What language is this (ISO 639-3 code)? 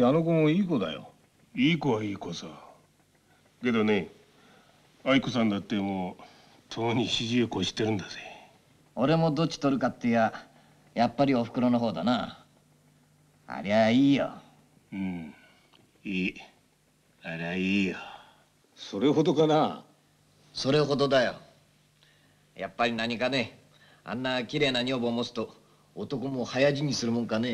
jpn